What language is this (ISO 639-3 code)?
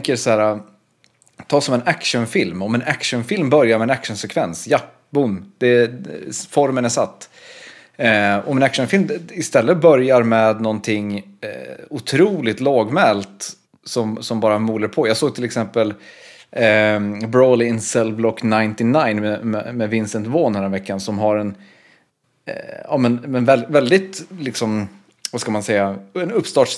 swe